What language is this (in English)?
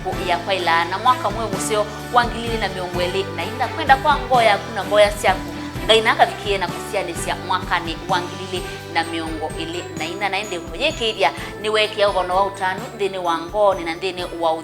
Kamba